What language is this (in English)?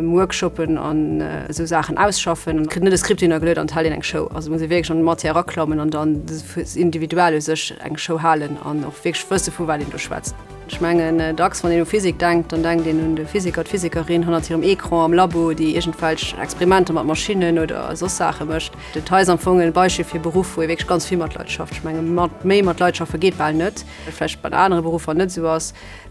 Luxembourgish